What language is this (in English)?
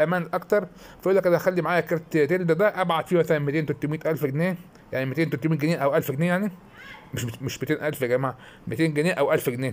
Egyptian Arabic